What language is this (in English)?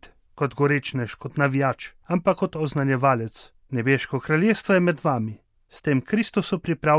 Slovenian